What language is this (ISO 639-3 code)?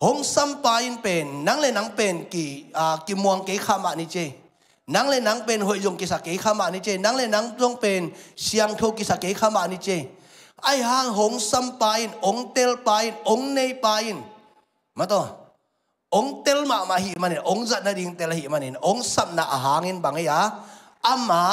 ctd